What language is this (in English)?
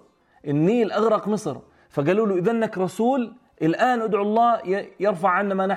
North Levantine Arabic